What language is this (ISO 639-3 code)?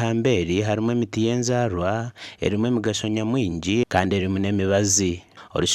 nyn